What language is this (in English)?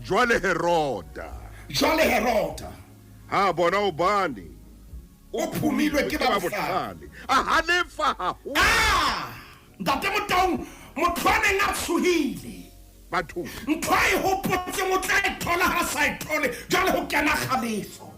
Southern Sotho